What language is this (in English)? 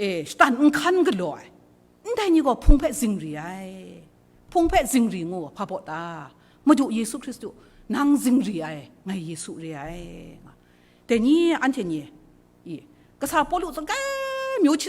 Kachin